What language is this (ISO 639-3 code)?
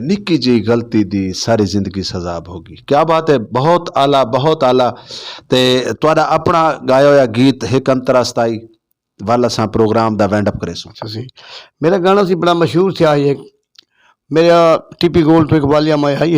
skr